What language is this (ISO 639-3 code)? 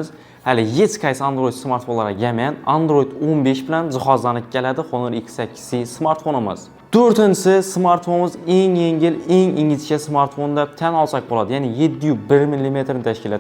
uzb